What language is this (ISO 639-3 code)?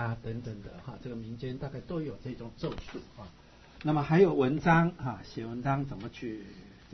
zho